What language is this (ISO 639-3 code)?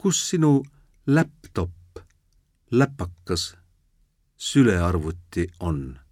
est